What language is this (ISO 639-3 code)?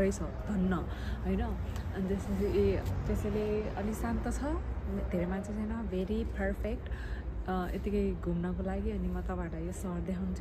nep